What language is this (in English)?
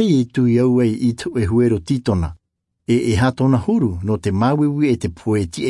Tahitian